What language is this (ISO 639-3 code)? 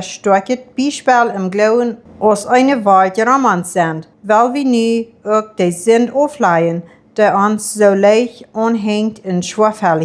pdt